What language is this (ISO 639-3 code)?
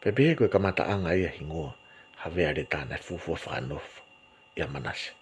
ton